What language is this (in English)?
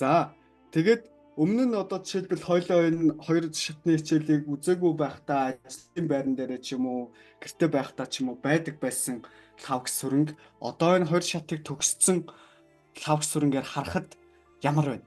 Mongolian